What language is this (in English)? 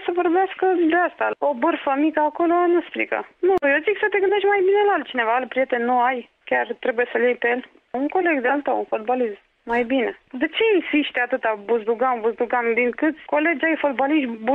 Romanian